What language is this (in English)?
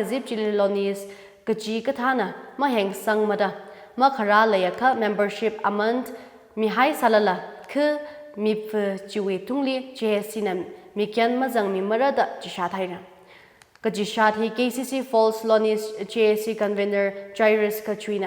Tangkhul Naga (India)